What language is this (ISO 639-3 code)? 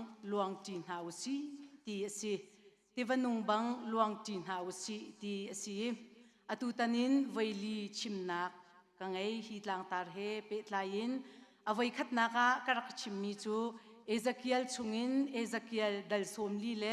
cnh